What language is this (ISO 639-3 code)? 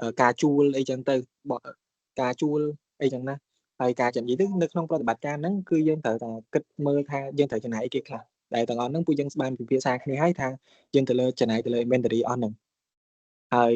khm